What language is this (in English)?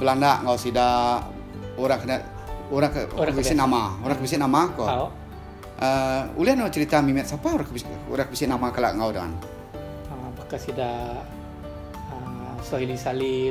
Iban